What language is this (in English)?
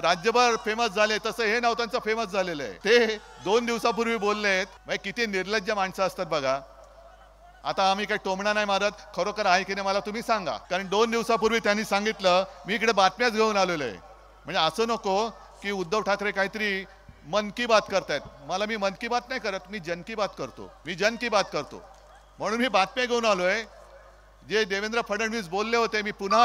Marathi